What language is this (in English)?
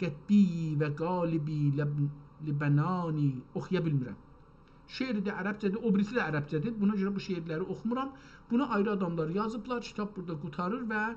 South Azerbaijani